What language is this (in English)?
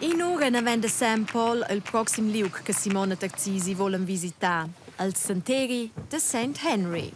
Romansh